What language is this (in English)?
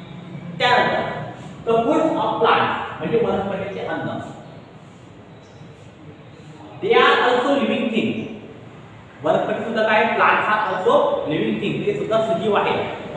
Marathi